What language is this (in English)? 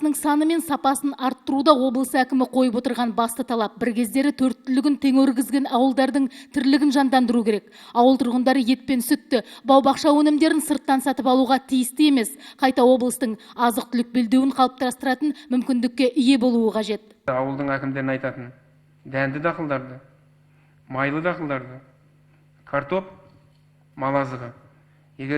Kazakh